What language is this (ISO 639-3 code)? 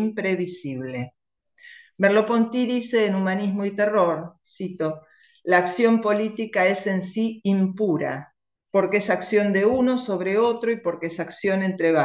spa